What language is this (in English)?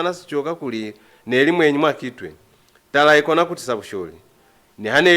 Lozi